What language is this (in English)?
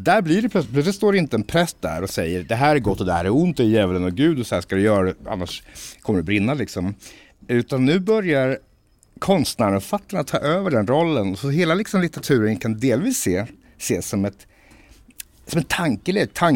Swedish